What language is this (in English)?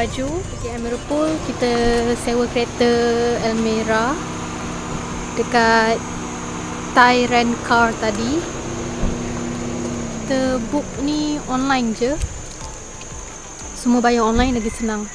Malay